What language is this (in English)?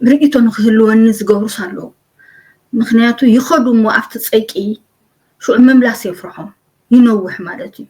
Tigrinya